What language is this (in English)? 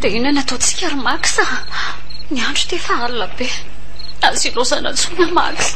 Malagasy